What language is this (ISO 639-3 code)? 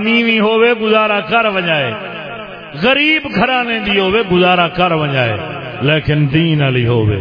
skr